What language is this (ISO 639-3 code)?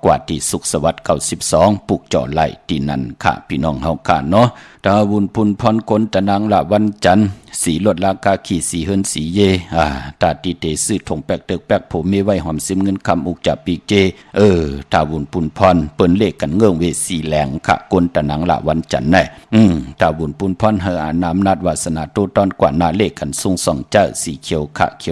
shn